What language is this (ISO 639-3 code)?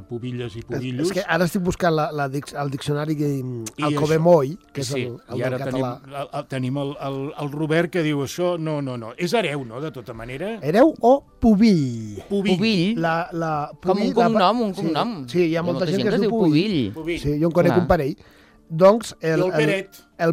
cat